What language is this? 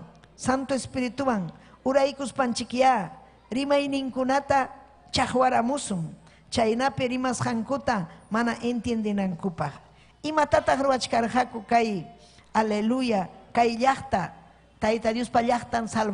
Ayacucho Quechua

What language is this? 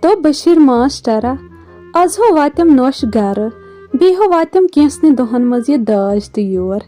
Kashmiri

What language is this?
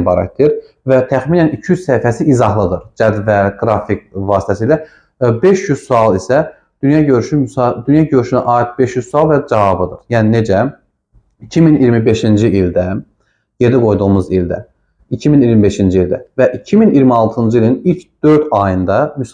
Azerbaijani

